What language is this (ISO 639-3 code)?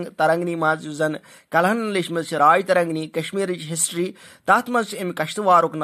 kas